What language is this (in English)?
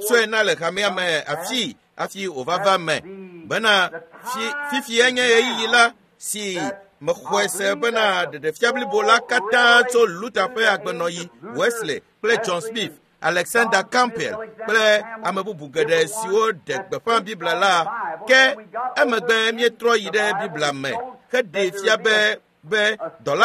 Ewe